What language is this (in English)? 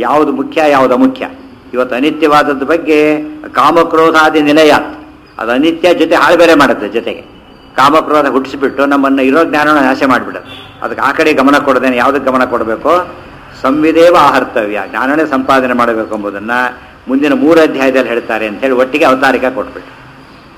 Kannada